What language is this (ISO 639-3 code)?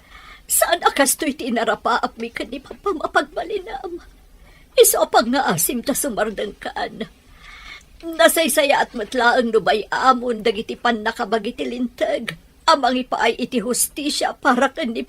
ilo